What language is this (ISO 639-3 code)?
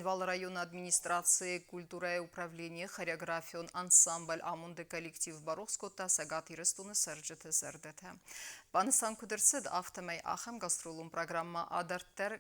oss